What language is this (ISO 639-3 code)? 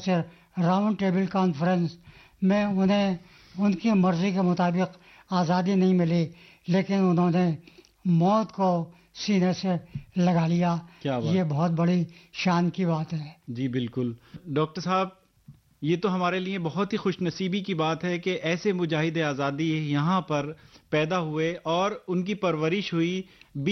urd